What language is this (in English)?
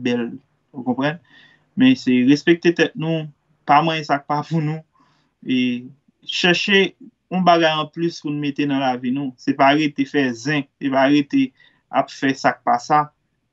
Haitian Creole